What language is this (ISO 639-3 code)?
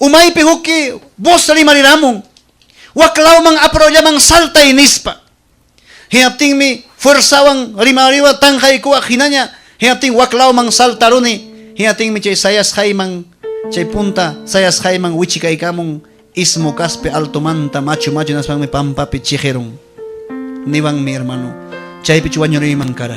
quy